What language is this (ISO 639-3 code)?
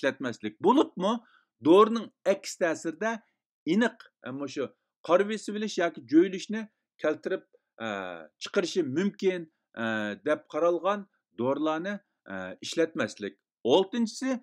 uig